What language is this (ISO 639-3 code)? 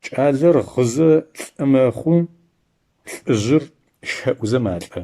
ady